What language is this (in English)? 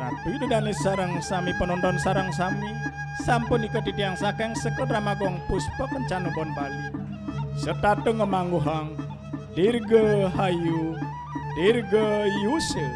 Balinese